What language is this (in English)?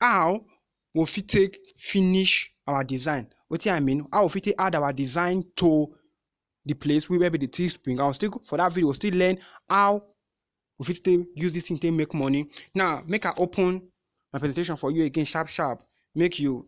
Nigerian Pidgin